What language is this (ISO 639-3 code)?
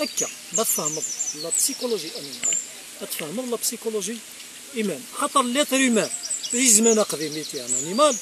kab